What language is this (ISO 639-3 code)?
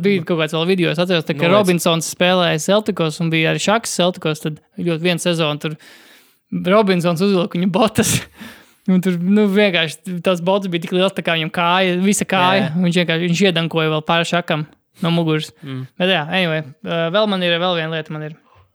lav